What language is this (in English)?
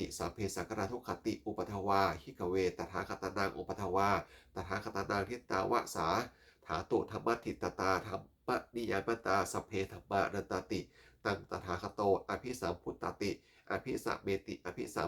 Pali